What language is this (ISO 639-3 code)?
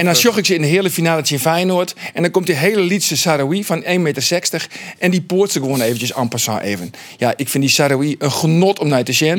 fry